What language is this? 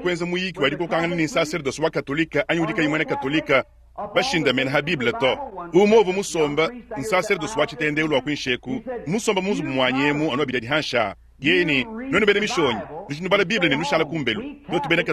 Luba-Lulua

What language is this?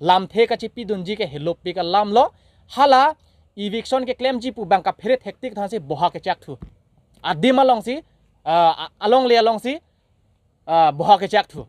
Karbi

